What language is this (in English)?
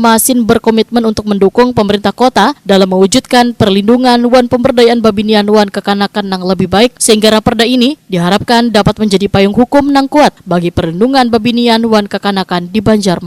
Banjar